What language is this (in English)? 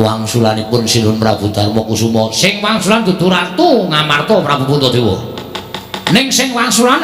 Javanese